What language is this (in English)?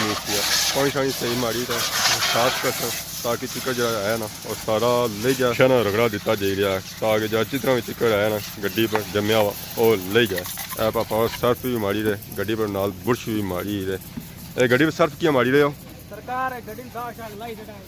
Pahari-Potwari